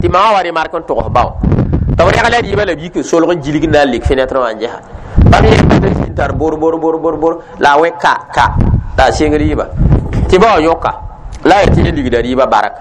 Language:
Mossi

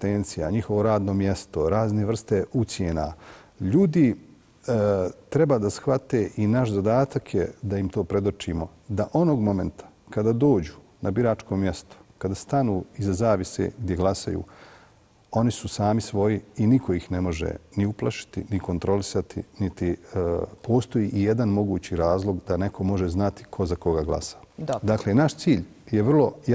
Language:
Serbian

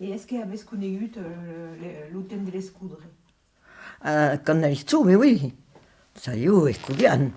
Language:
Occitan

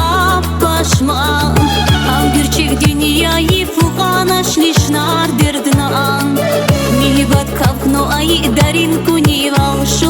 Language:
Tabassaran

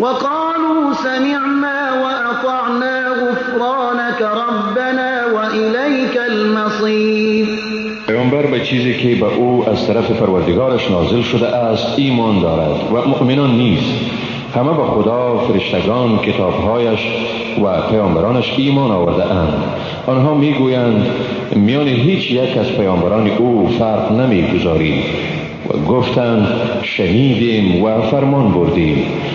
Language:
Persian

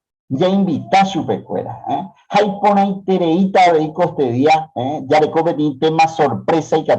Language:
Guarani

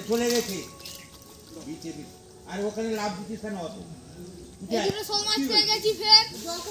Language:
Bangla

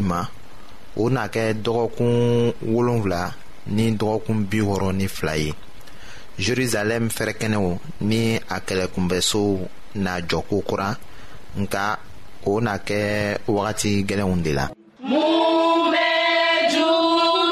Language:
Bambara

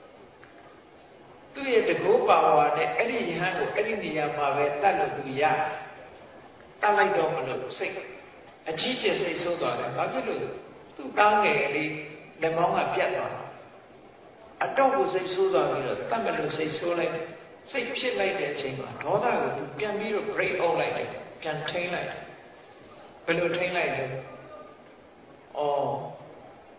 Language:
Burmese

